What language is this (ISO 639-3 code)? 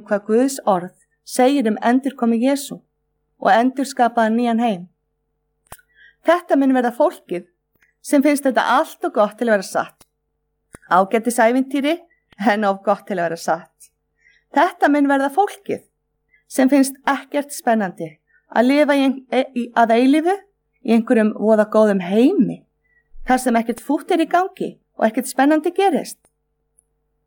isl